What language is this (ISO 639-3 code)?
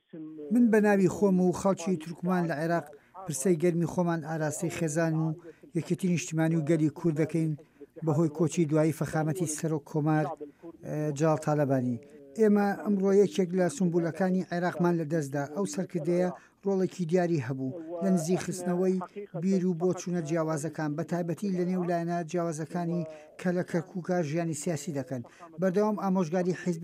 ckb